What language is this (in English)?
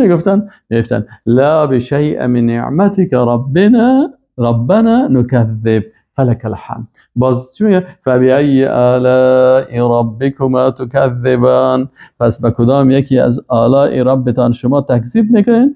Persian